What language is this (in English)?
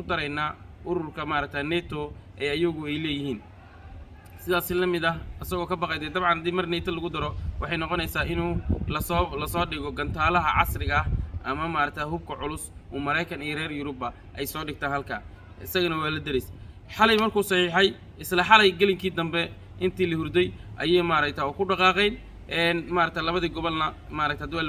Somali